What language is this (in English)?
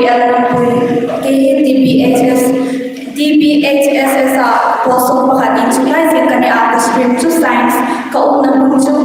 Hmar